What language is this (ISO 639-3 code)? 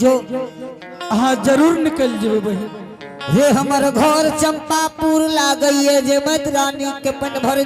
anp